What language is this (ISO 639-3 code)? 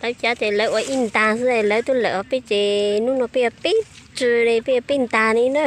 hmn